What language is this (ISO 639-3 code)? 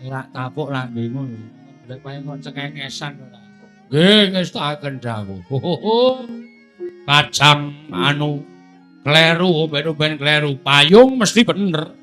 jav